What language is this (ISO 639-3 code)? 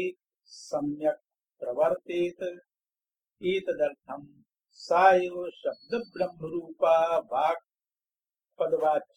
san